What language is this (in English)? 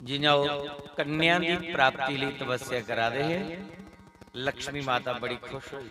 Dogri